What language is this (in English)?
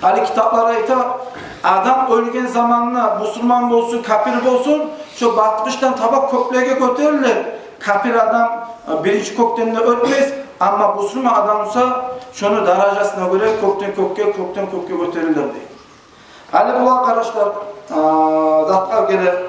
Kumyk